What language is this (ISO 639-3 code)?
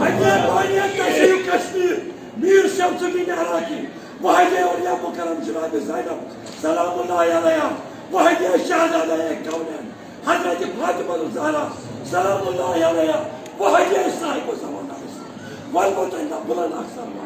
kas